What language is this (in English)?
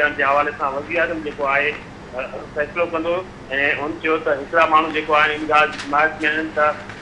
Sindhi